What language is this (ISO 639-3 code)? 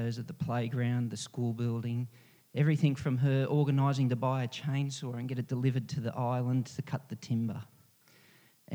eng